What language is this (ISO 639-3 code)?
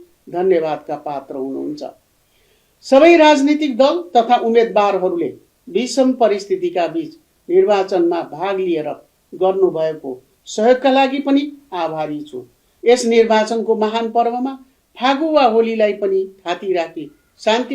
nep